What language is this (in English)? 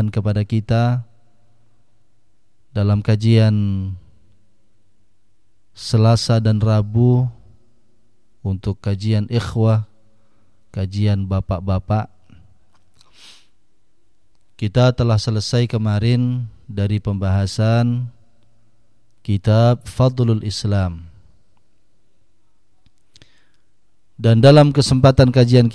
Indonesian